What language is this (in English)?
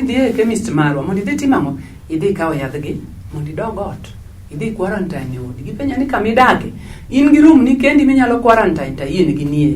Luo (Kenya and Tanzania)